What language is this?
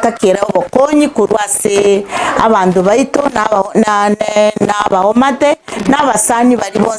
Gusii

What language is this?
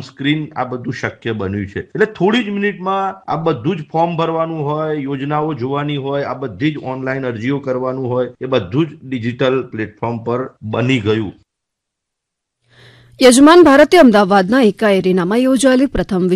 Gujarati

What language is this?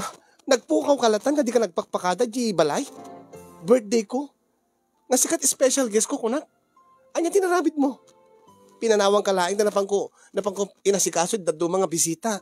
Iloko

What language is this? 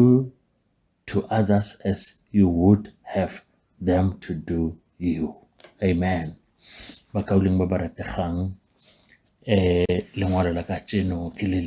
Northern Sotho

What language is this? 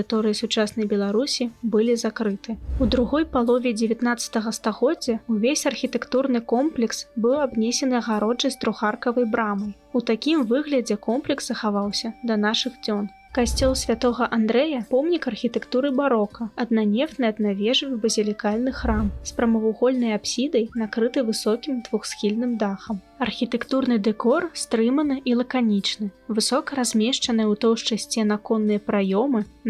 Belarusian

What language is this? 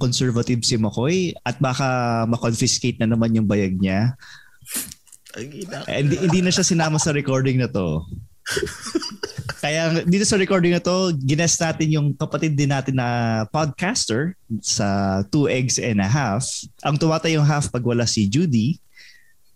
Filipino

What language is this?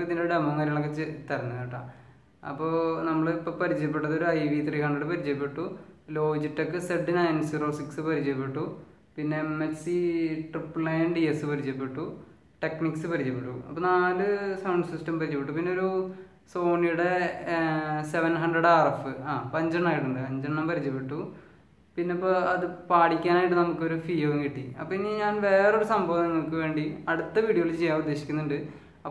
Malayalam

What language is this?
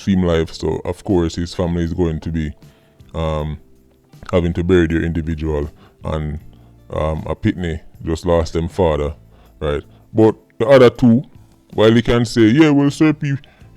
Jamaican Creole English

